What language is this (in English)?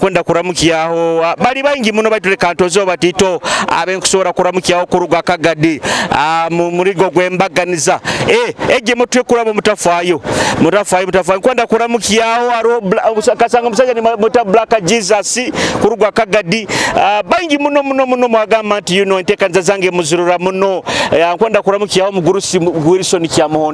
Nyoro